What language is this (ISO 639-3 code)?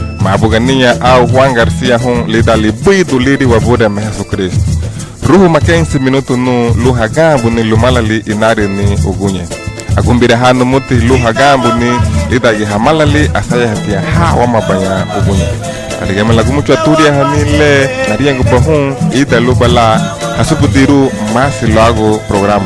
cab